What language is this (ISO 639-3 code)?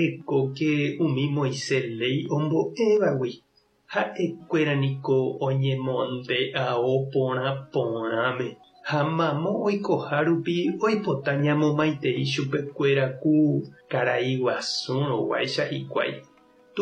grn